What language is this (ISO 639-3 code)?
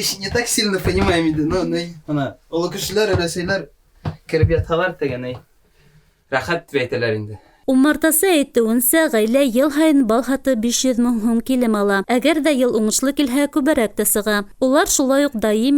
bak